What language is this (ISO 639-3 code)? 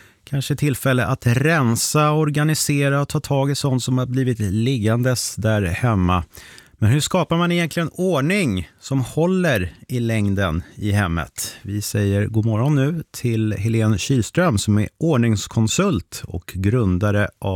swe